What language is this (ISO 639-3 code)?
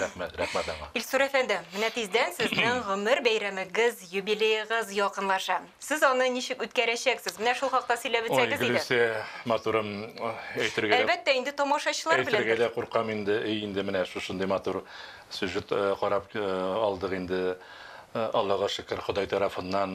tat